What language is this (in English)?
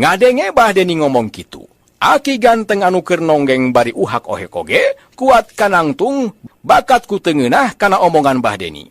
Sundanese